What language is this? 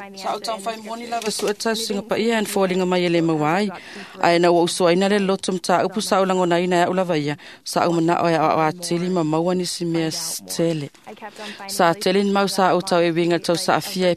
Samoan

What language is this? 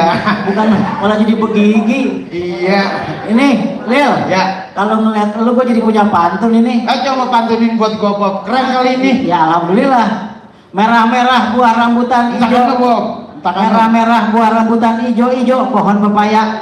Betawi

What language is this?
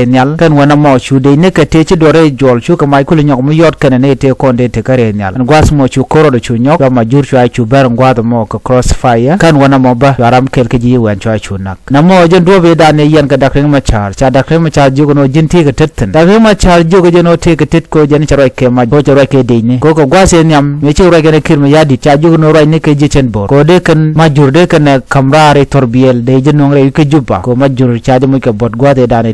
Nuer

